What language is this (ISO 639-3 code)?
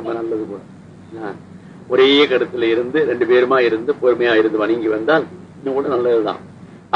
tam